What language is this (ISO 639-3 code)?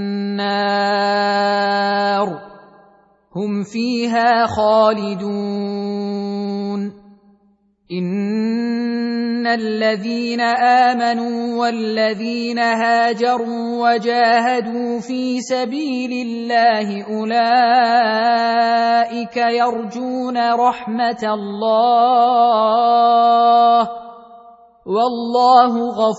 ara